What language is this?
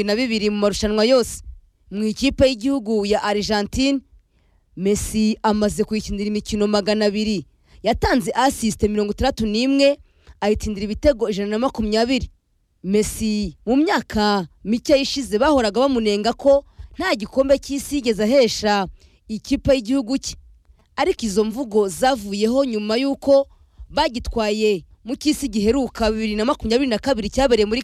Kinyarwanda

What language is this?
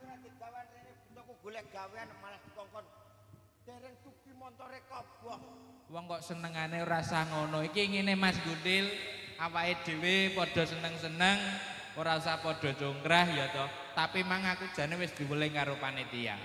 Javanese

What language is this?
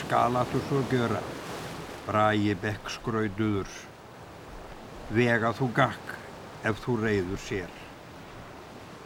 Icelandic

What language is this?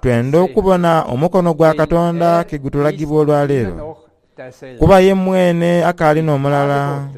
Soga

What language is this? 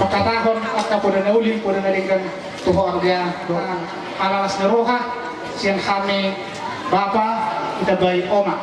Batak Toba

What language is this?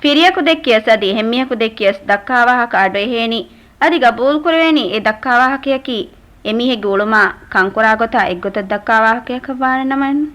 Divehi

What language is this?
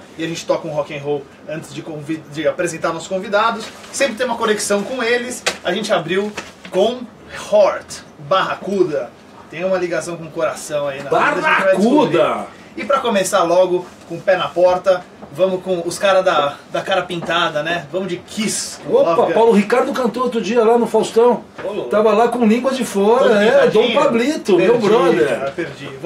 Portuguese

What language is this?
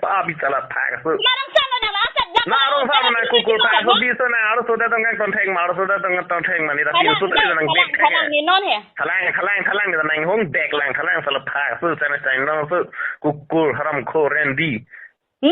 Karbi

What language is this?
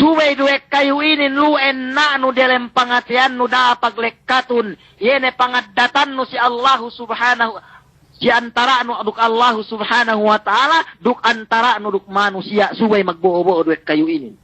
Yakan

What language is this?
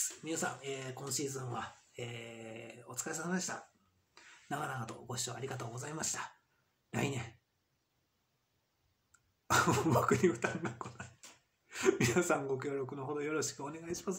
Japanese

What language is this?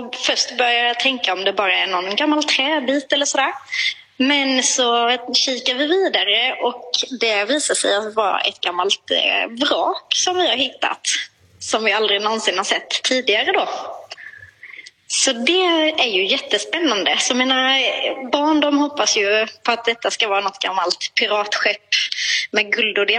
Swedish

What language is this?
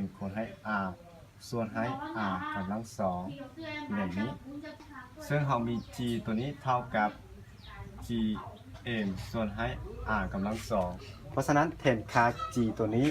Lao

